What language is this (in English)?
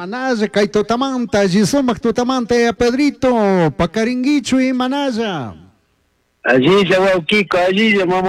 Chimborazo Highland Quichua